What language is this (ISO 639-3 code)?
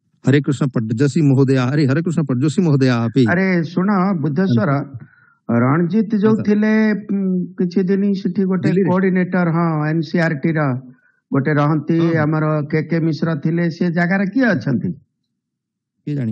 san